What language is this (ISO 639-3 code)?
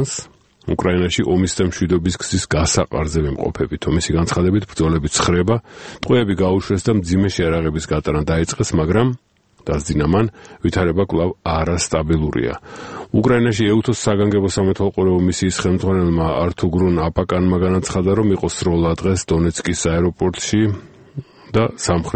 kat